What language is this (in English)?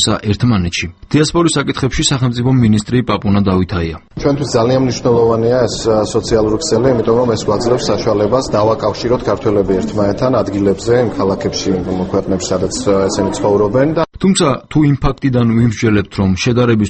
Georgian